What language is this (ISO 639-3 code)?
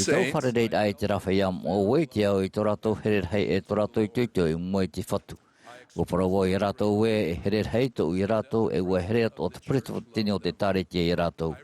tah